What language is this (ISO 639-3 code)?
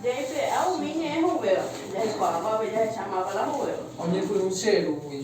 grn